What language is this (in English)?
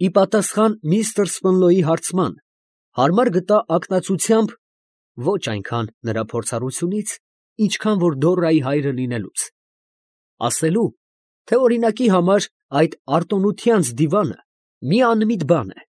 Armenian